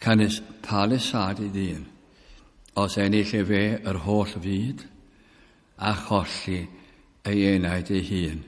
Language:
Welsh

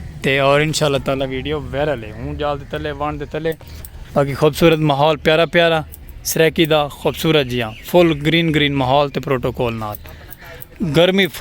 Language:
Saraiki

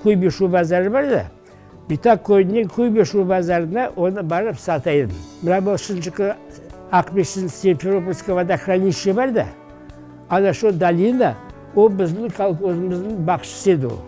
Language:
Crimean Tatar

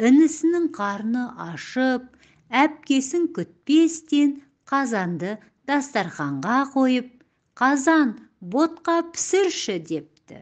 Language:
Kazakh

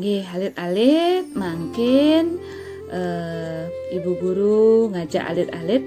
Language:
Balinese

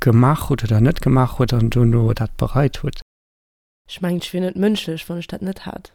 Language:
Luxembourgish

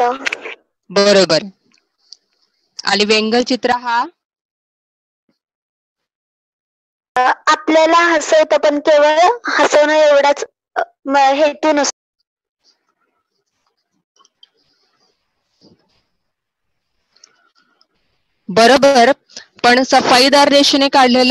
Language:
Marathi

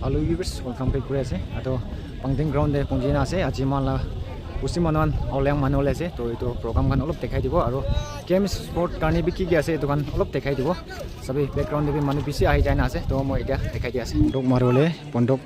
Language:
Naga Pidgin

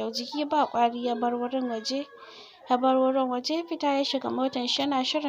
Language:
Hausa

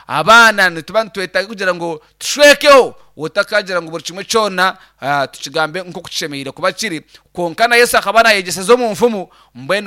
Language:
Nyankole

